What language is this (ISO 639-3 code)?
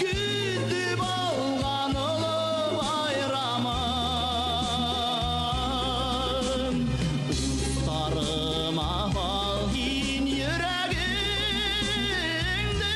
bak